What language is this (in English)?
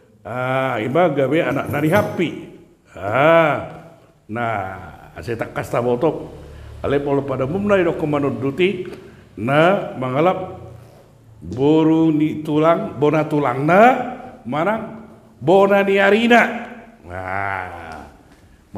Batak Toba